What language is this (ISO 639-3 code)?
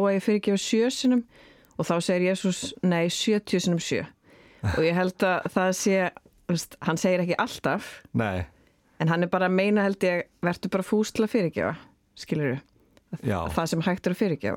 isl